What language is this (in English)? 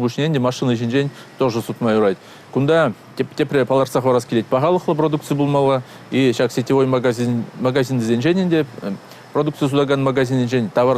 Chuvash